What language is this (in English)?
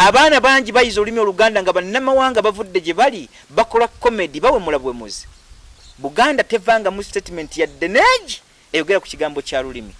Ganda